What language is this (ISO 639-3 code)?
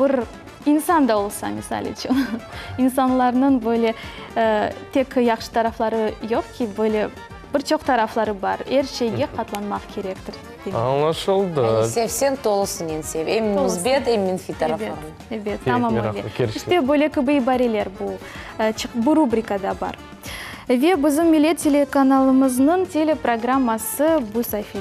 crh